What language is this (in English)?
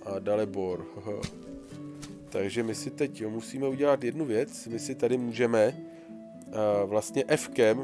Czech